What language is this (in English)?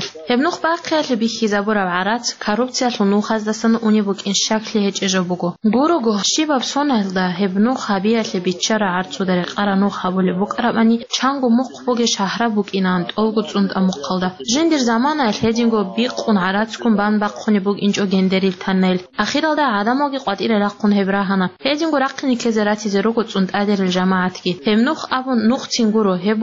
Avaric